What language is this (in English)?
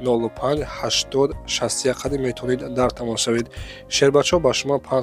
Tajik